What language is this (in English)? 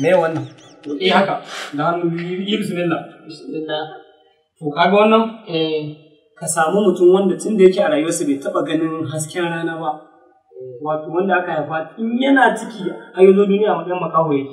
Hausa